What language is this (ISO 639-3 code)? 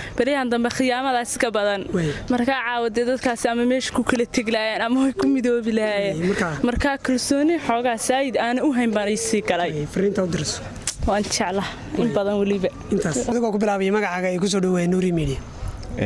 som